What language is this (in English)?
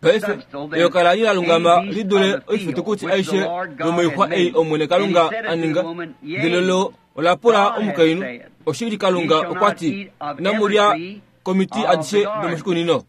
Kuanyama